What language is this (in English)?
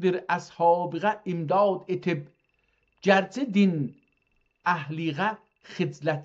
South Azerbaijani